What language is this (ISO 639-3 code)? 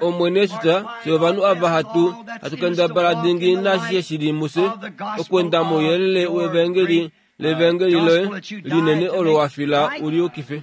kua